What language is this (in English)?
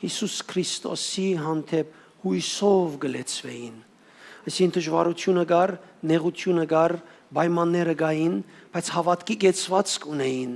Western Armenian